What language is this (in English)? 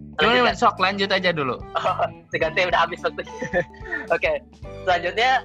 Indonesian